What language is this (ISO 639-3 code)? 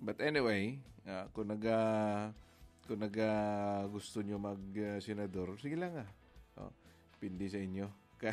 hil